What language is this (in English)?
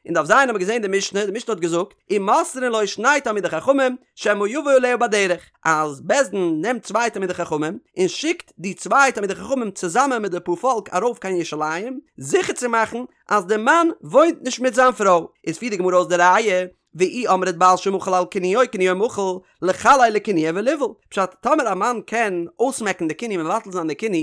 Yiddish